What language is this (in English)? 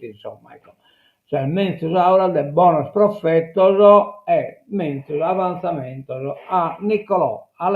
Sardinian